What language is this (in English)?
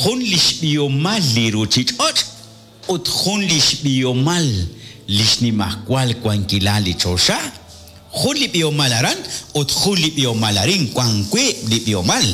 Kekchí